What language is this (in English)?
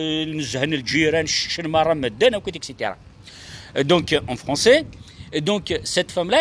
Kabyle